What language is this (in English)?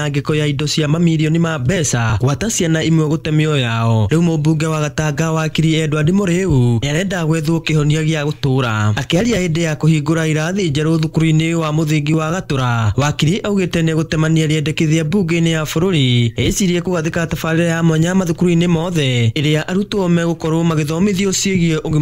Kikuyu